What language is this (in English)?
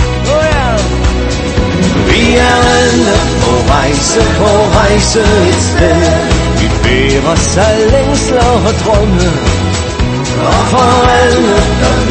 Danish